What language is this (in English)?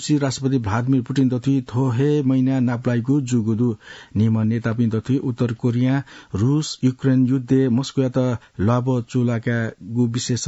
Newari